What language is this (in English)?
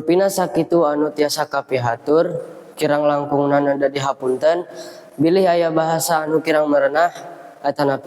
Sundanese